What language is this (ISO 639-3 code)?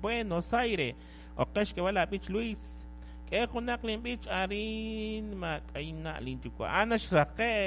kek